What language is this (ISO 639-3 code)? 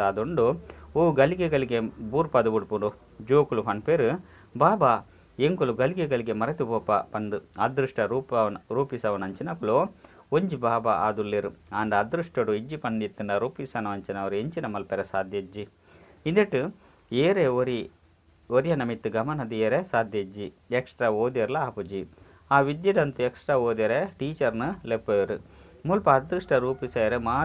tcy